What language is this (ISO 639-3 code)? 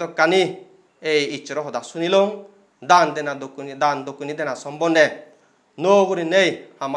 ccp